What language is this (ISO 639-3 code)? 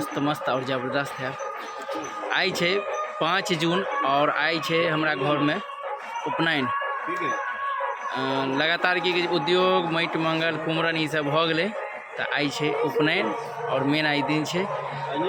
mai